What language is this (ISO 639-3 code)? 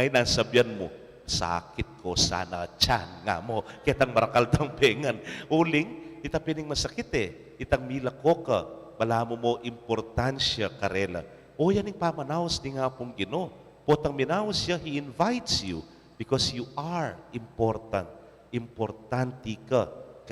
pam